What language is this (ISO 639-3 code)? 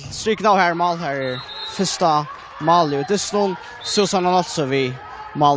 fao